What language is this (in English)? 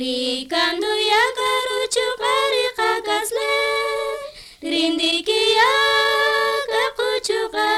Kaqchikel